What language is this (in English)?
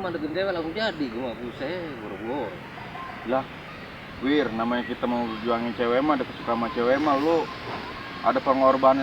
Betawi